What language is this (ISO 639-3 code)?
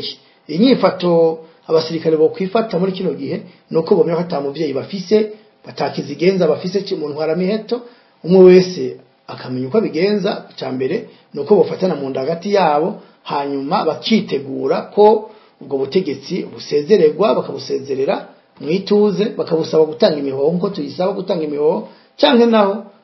run